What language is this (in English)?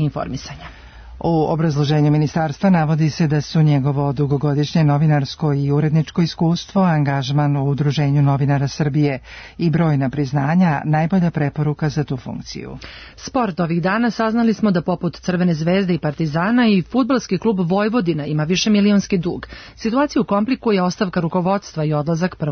Serbian